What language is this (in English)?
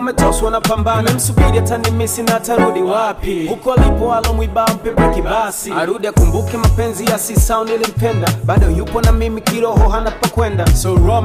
Swahili